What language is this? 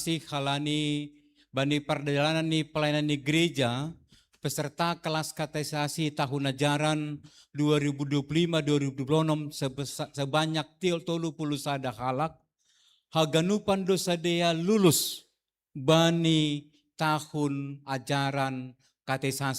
Batak Simalungun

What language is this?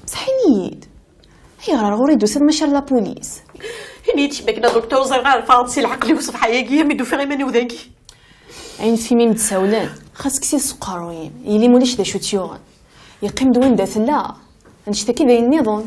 Kabyle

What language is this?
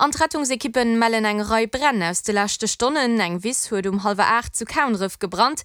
Luxembourgish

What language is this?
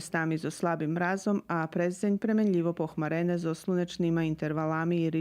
Rusyn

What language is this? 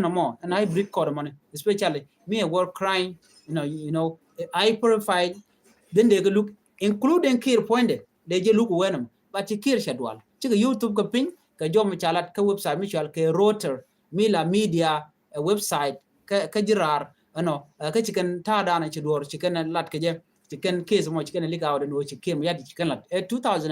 Nuer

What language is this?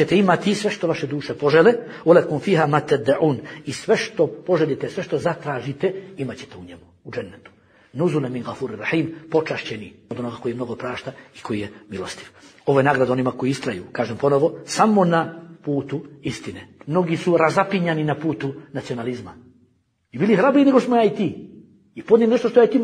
Bosnian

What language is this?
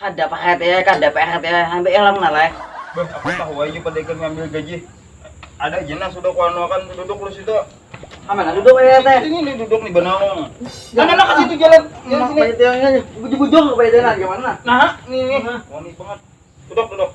Banjar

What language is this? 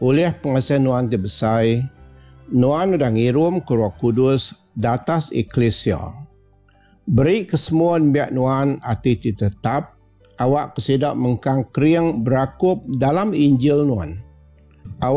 Iban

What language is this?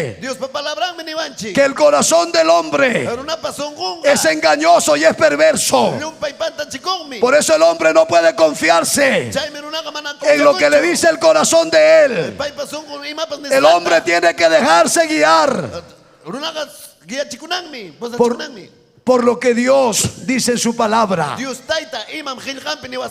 Ayacucho Quechua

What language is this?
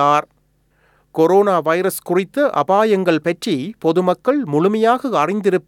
Tamil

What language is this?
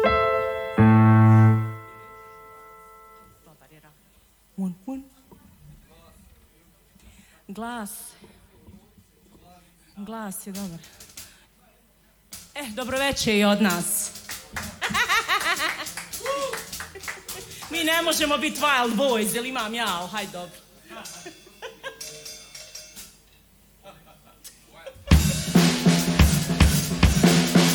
Serbian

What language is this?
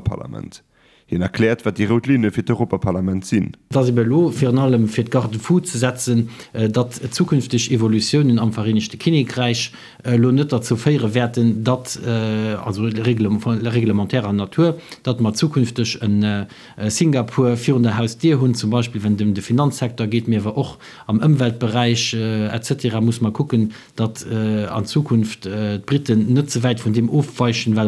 Luxembourgish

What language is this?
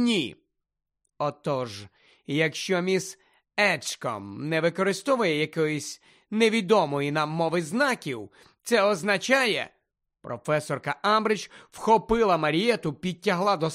Ukrainian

